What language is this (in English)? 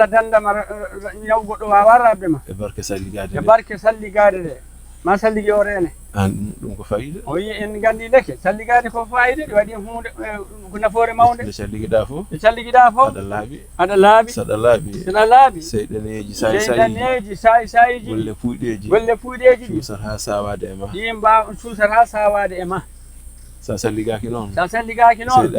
Fula